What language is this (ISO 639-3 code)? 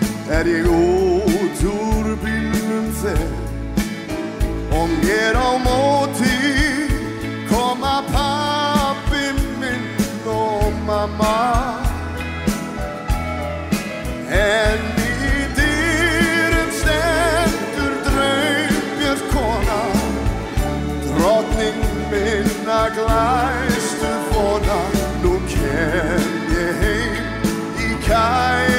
isl